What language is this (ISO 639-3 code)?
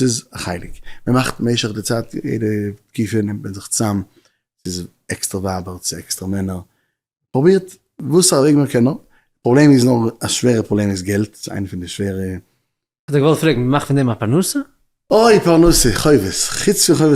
yid